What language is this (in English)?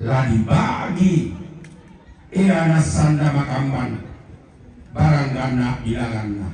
Toraja-Sa'dan